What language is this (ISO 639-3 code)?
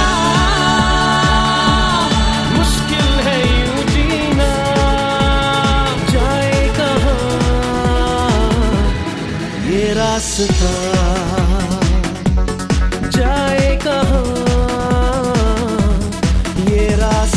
hin